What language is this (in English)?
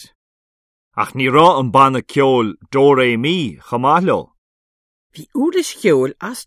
Irish